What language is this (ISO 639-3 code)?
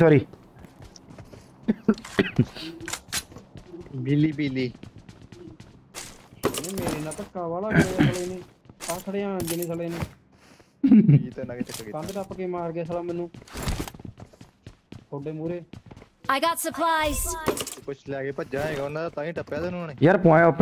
pan